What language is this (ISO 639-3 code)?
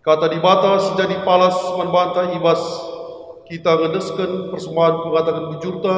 btx